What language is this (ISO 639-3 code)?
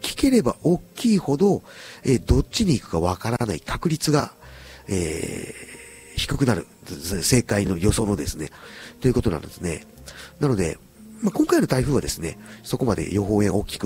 jpn